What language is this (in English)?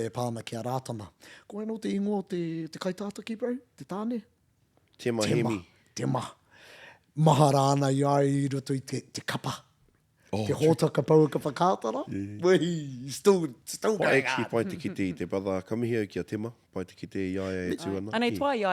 Māori